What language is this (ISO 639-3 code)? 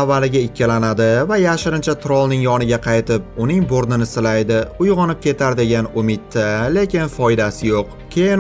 uzb